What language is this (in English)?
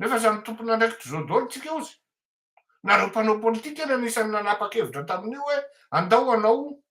Malagasy